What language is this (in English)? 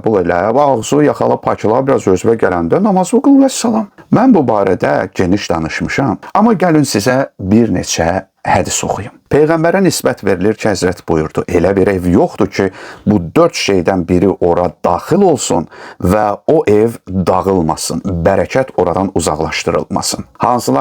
Azerbaijani